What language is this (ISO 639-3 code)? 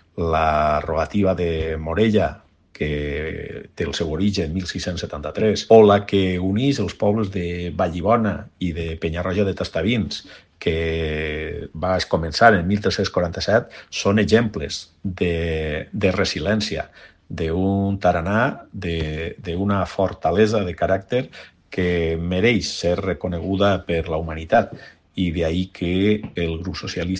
cat